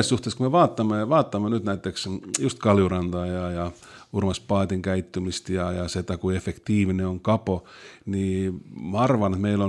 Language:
Estonian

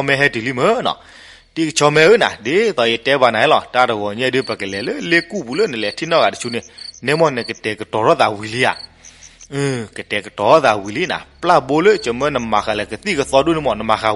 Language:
S'gaw Karen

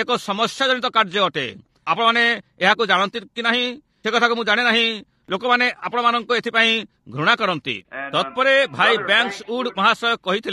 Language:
Odia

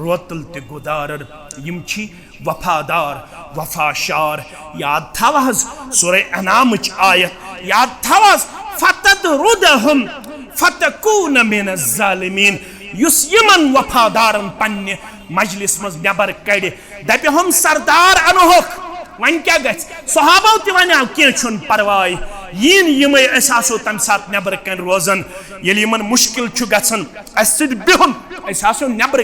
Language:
Kashmiri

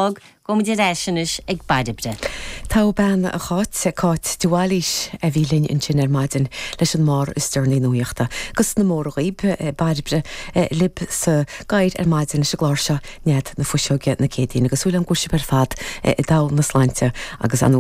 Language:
Irish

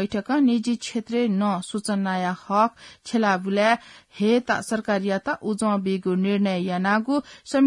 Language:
Newari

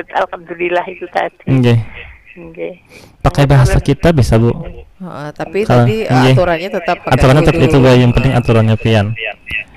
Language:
Banjar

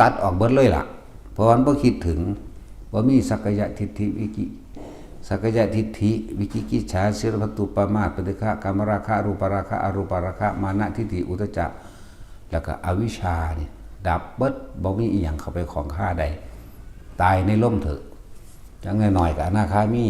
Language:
Northeastern Thai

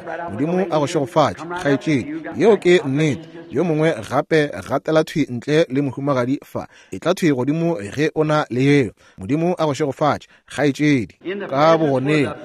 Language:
Northern Sotho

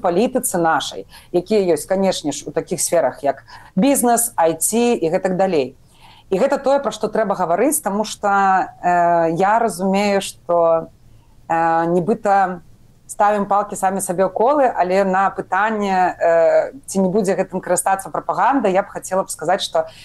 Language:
Belarusian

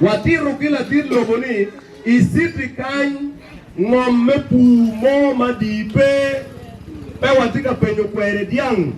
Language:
Acoli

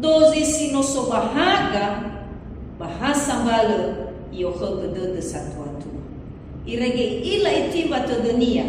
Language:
Nias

